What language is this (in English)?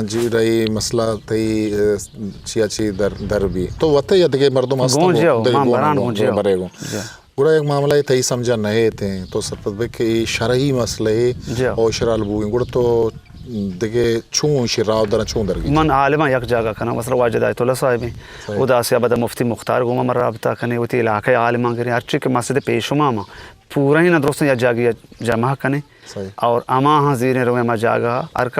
Eastern Balochi